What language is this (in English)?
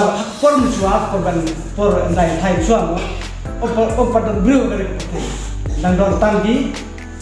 Khasi